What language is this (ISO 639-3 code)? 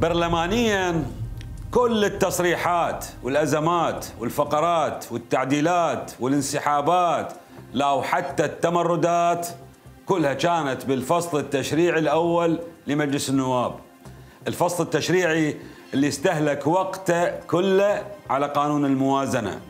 acm